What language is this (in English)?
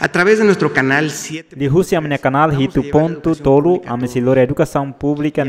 Tetum